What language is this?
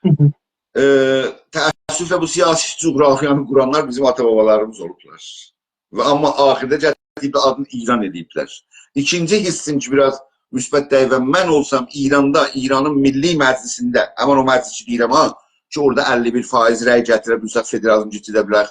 South Azerbaijani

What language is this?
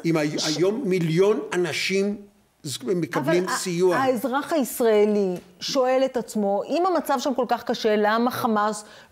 Hebrew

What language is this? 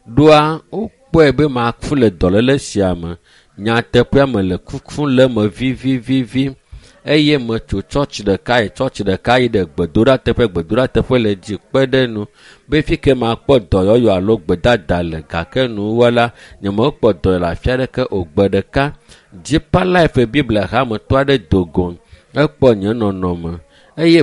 Ewe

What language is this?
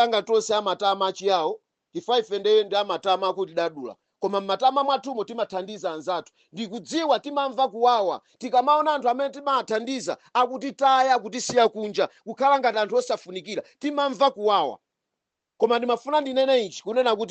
Nyanja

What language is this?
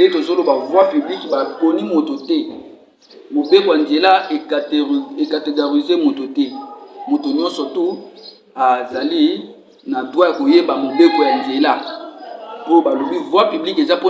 Lingala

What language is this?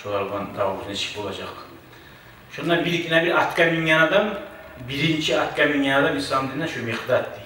Kumyk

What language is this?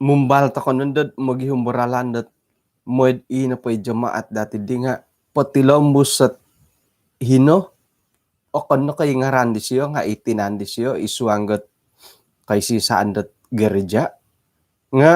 Central Dusun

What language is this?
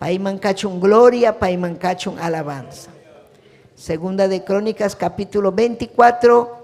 Ayacucho Quechua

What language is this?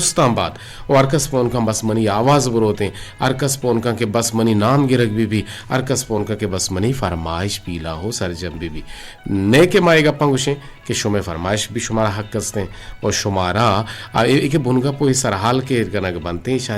Eastern Balochi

